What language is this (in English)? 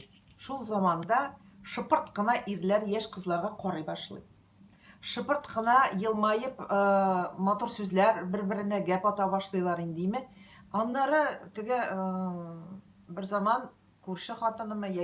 Tatar